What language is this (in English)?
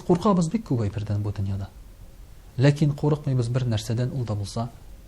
Tatar